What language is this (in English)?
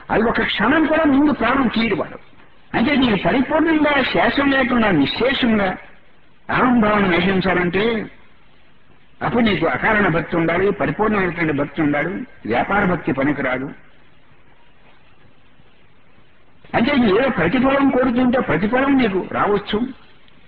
Telugu